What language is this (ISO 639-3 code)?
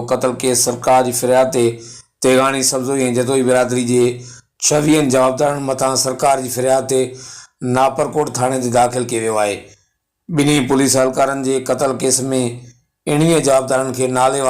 snd